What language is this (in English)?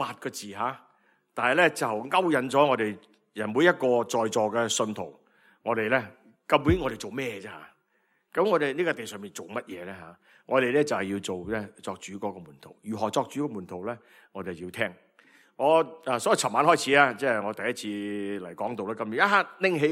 Cantonese